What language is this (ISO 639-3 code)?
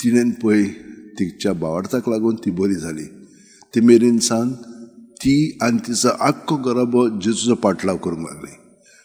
kok